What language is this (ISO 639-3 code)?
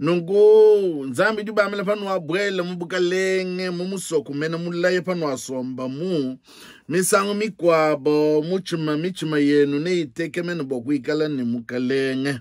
lua